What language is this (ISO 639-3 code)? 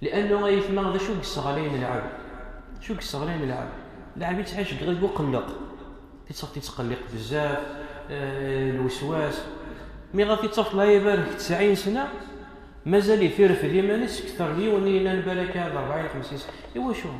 kab